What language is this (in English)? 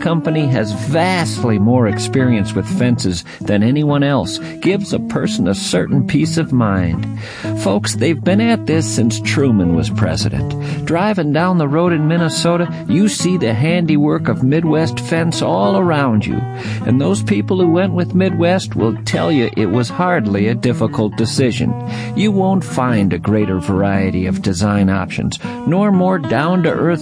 English